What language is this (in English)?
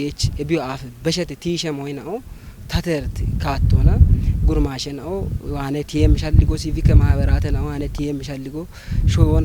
Kafa